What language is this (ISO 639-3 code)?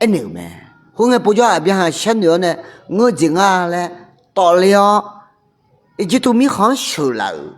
ahk